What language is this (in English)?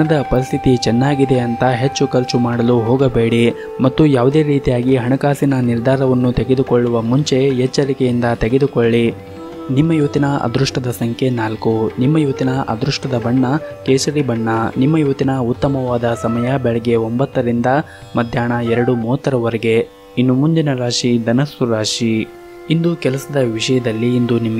Kannada